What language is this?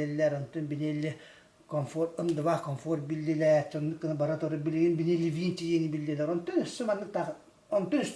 Yakut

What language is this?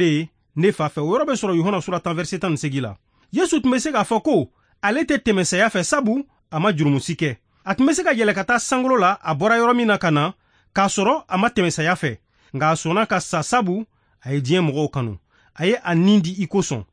Bambara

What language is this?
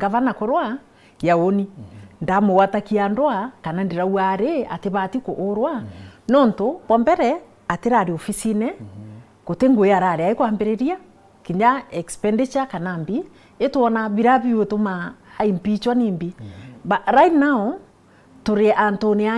Meru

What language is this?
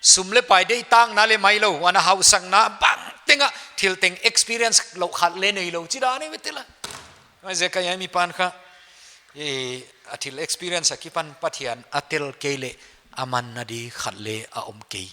Paite Chin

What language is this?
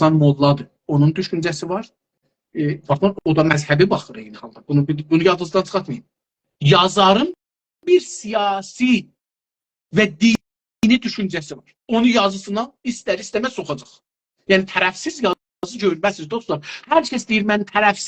South Azerbaijani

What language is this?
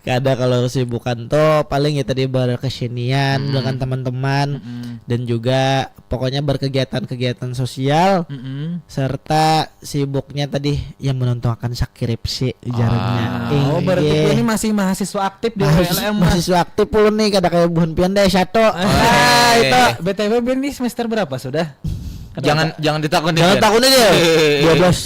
Banjar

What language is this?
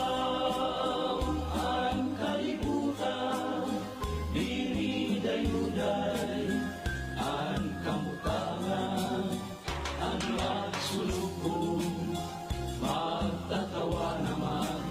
Waray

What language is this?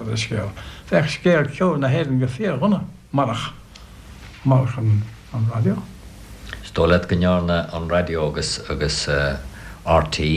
Irish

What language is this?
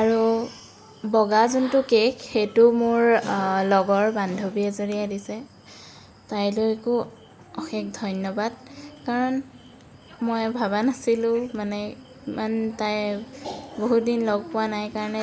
Assamese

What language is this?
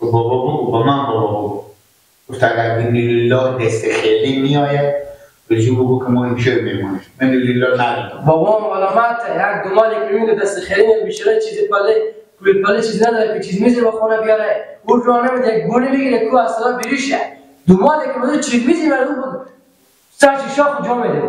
Persian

